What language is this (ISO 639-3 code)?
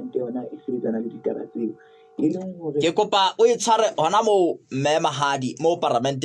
sot